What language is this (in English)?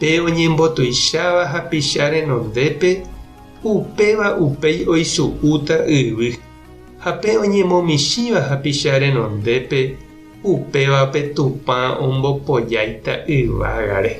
Guarani